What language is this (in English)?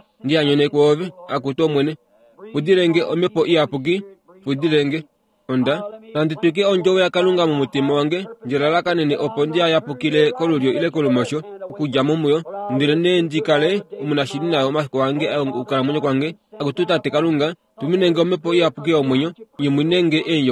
Kuanyama